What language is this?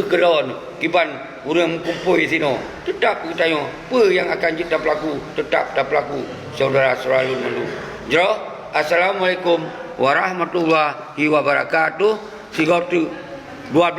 Achinese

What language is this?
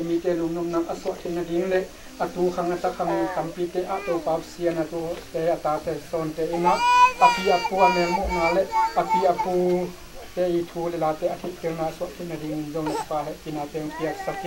Tedim Chin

